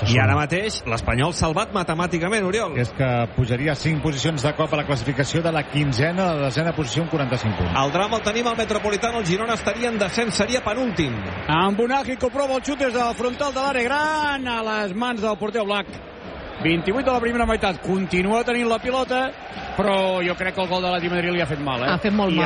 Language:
Catalan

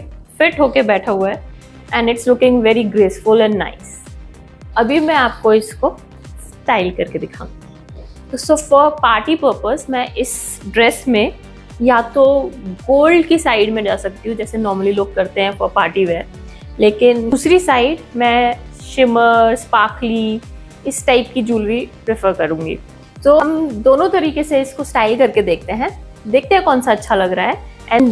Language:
Hindi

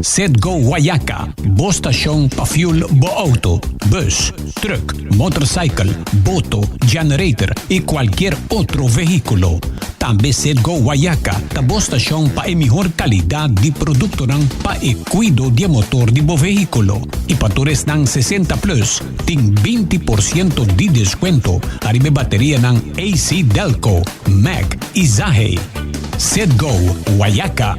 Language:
Papiamento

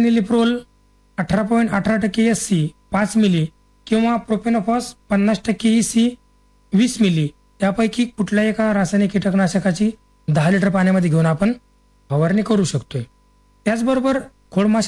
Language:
Marathi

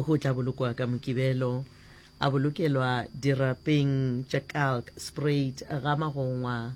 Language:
Northern Sotho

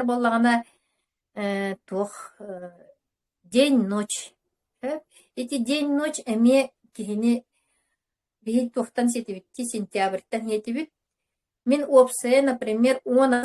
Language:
Yakut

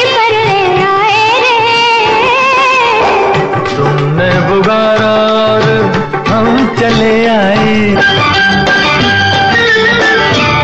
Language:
Hindi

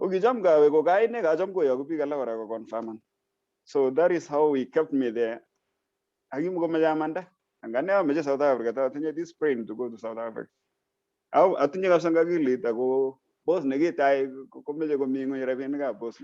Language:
Kalenjin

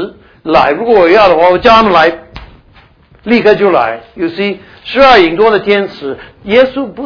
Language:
Chinese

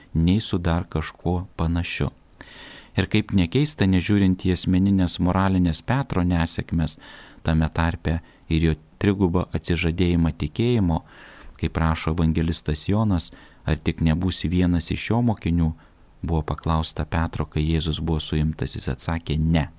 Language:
Lithuanian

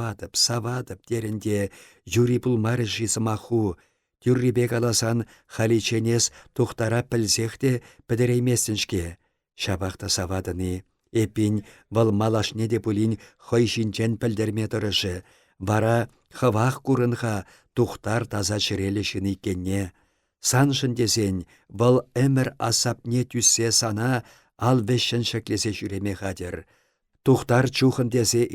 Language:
Chuvash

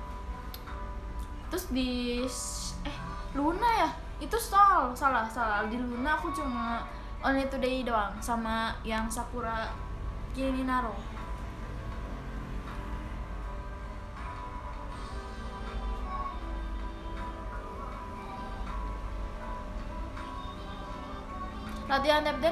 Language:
Indonesian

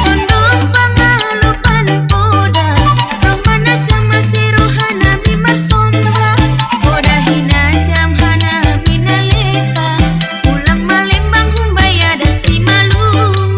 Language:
Batak Simalungun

